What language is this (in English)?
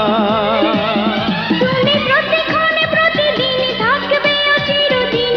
Bangla